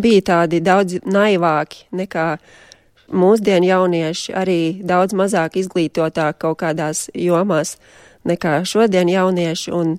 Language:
Latvian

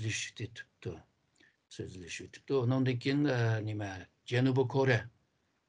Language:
Uyghur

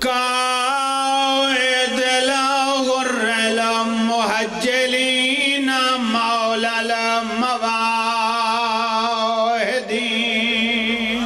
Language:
Pahari-Potwari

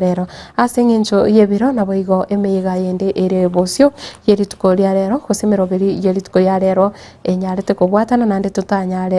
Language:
Gusii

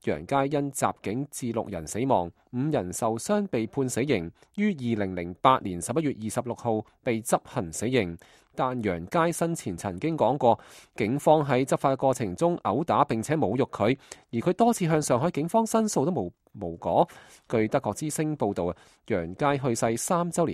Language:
Cantonese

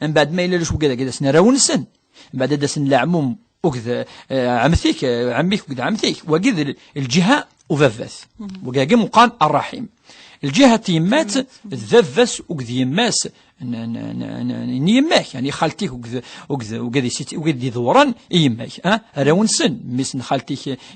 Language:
Kabyle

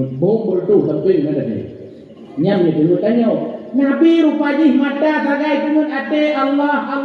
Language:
Achinese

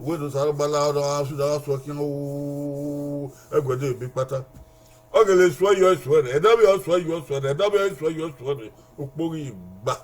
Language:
Bini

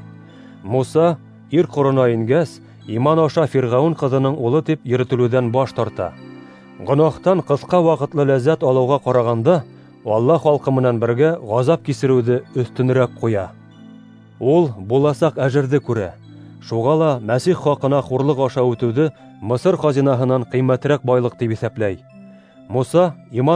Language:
Bashkir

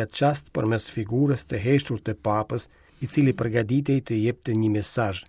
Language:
Albanian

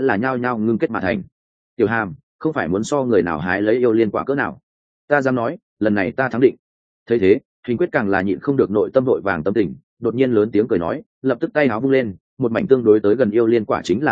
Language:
Vietnamese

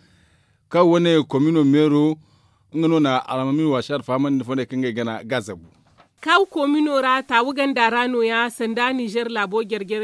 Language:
Zarma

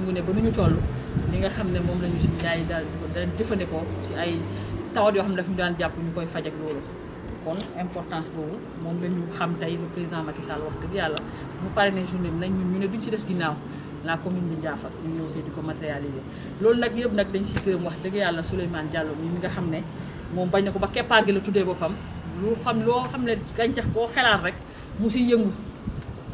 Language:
Wolof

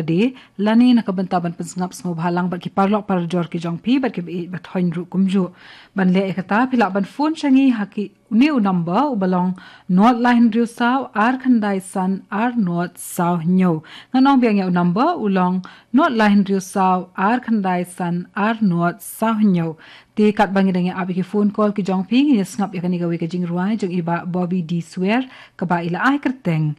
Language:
Khasi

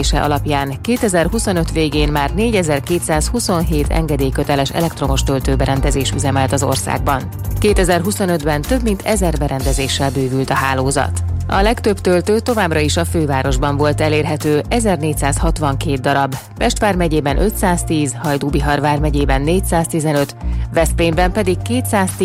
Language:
Hungarian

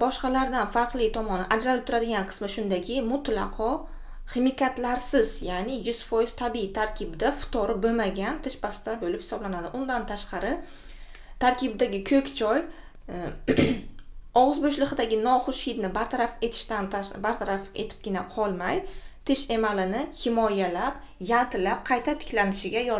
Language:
Uzbek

